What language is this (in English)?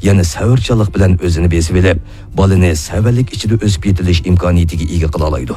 Uyghur